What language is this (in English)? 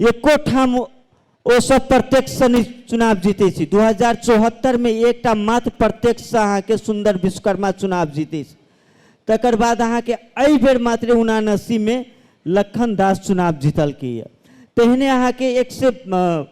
Maithili